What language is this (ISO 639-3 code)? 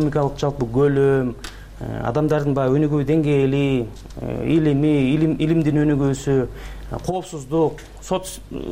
kir